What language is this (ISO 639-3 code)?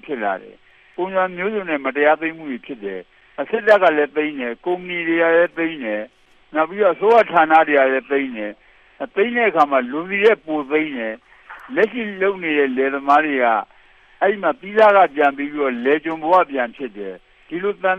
mya